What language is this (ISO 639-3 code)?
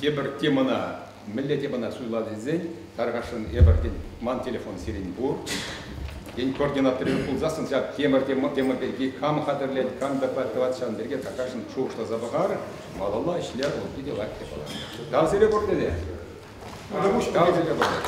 chv